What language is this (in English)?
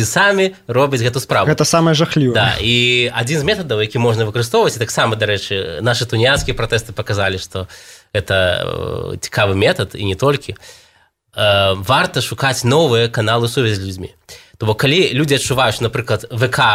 Belarusian